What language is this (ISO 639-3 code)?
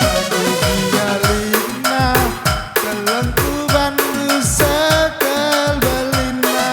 btx